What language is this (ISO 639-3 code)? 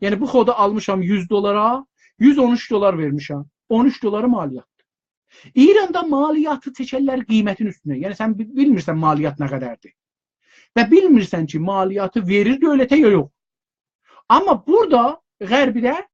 azb